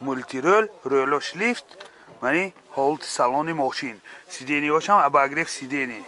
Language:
Tajik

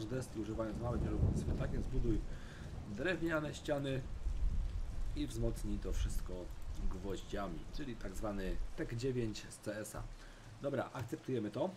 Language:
Polish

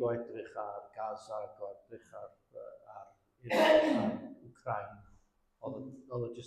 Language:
Welsh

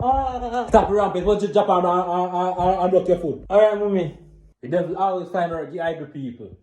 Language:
Jamaican Creole English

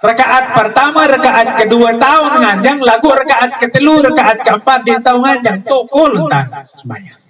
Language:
Sasak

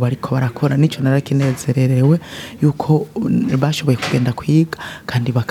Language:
Rundi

